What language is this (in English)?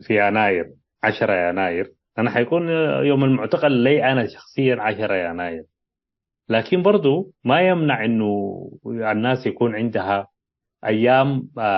Tigre